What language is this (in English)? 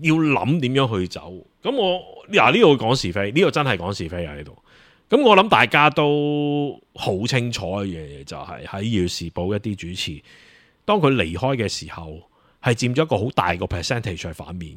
Cantonese